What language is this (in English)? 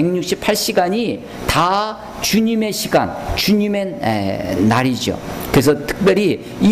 Korean